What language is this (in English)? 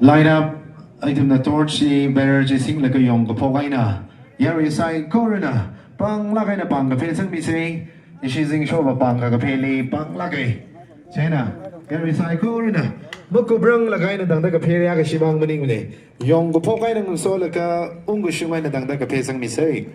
Tangkhul Naga (India)